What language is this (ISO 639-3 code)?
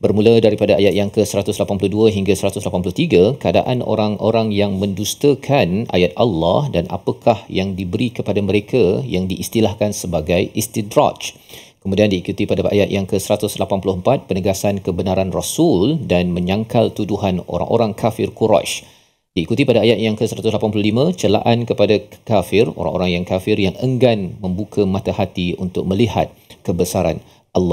msa